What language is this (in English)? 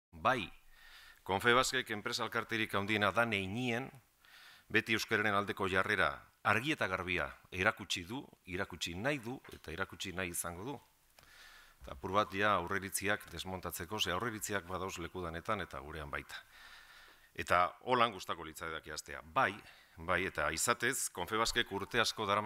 Basque